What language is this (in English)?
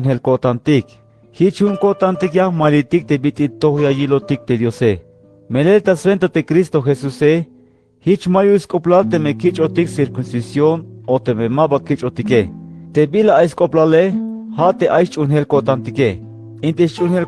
Tzeltal